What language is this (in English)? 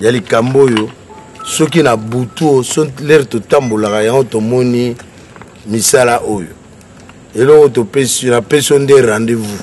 Lingala